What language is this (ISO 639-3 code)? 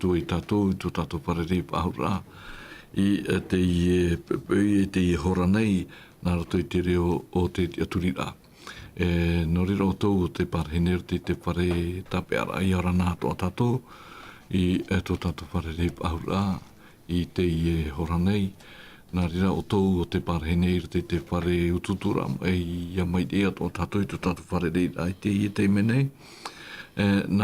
tah